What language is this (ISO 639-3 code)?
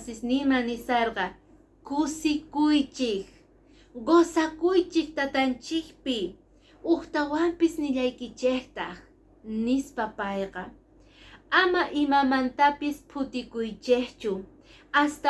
que